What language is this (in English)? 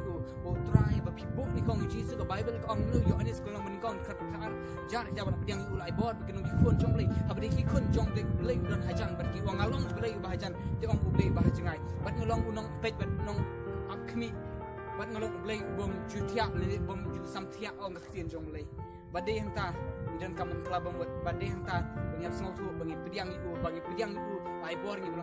Khasi